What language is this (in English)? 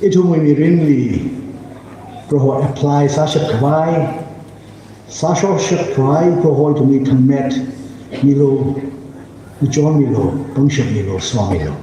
Tangkhul Naga (India)